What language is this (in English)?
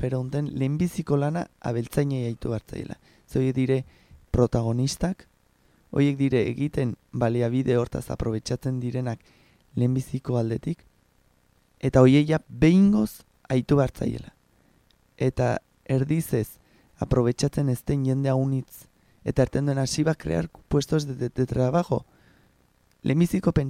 Basque